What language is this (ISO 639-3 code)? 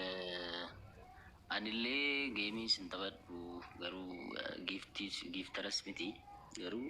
orm